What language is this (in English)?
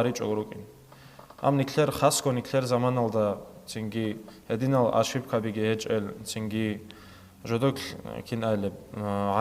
Avaric